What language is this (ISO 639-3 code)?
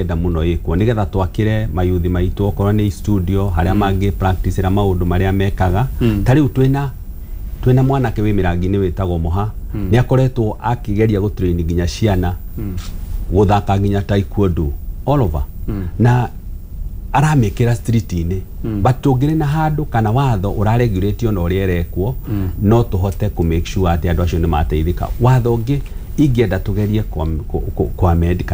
kik